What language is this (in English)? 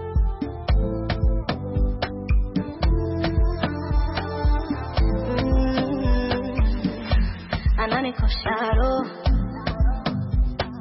Swahili